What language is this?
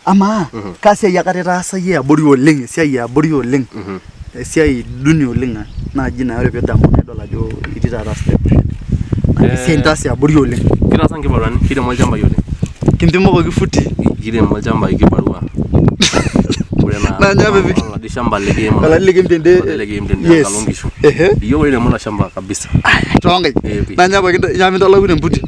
Masai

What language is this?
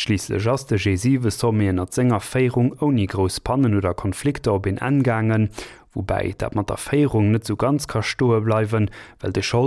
Luxembourgish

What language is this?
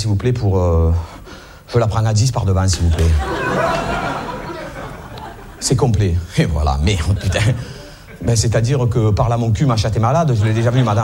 French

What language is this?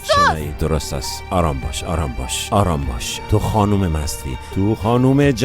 Persian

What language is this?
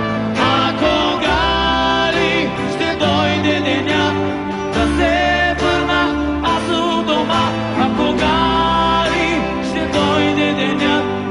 Bulgarian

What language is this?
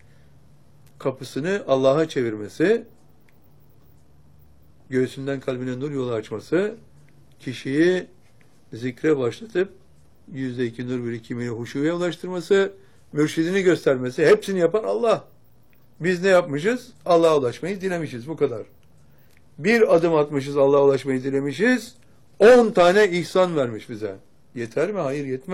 Turkish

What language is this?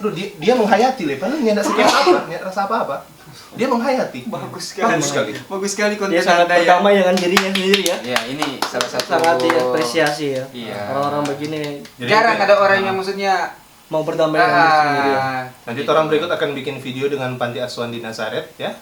Manado Malay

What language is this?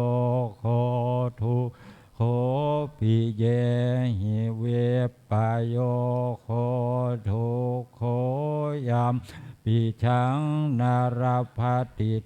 Pali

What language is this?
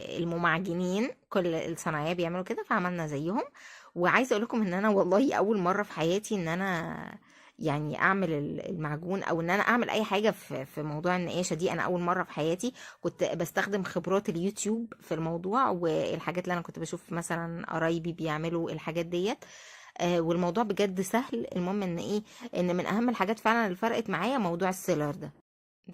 Egyptian Arabic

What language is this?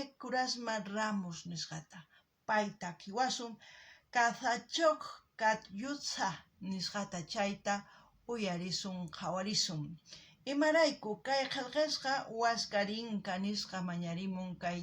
South Bolivian Quechua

